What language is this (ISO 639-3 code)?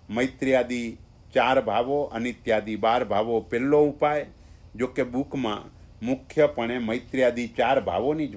guj